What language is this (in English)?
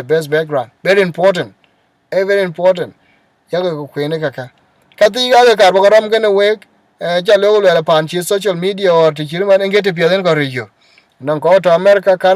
Dinka